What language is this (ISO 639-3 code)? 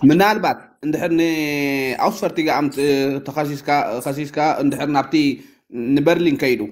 tir